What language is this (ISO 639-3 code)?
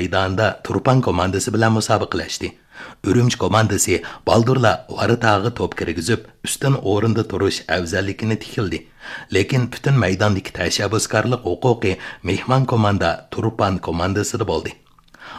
uig